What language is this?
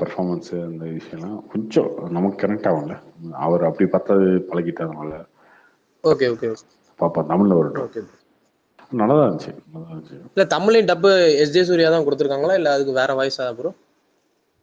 Tamil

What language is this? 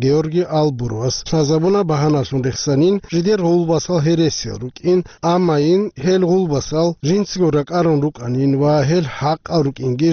Avaric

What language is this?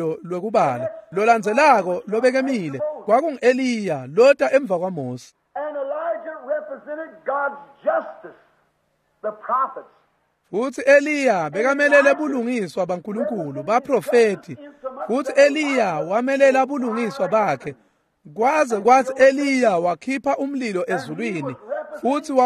Swati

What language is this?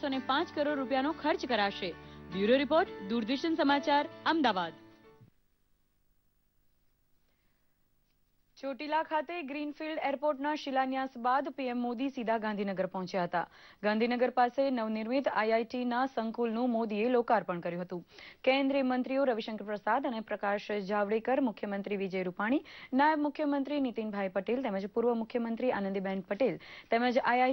Gujarati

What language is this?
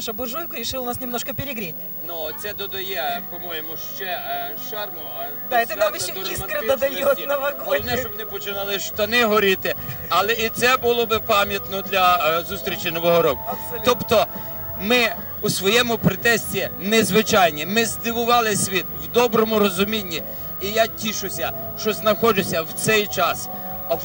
Ukrainian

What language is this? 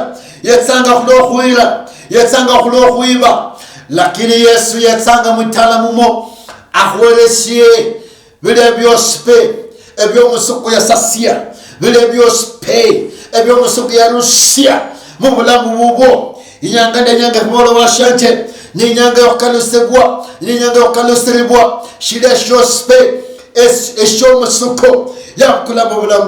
Luyia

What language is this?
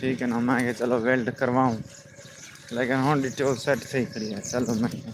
Saraiki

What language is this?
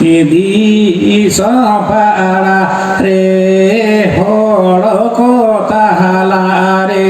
Santali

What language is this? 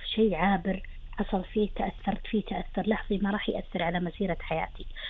Gulf Arabic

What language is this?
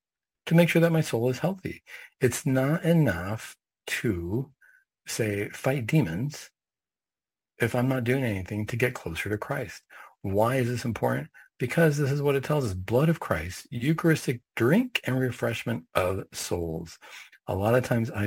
English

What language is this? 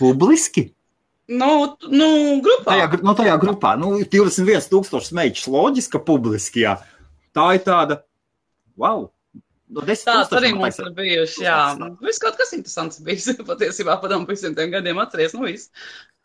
Latvian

